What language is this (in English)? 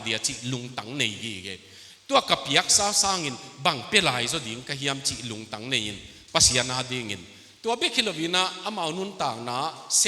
Tedim Chin